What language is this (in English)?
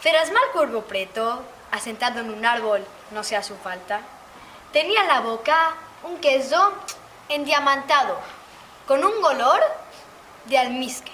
Ladino